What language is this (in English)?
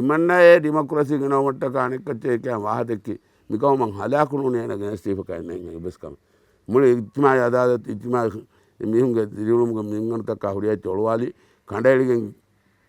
Divehi